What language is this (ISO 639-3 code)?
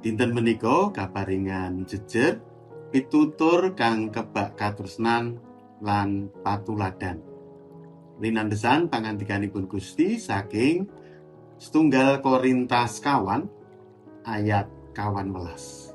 jav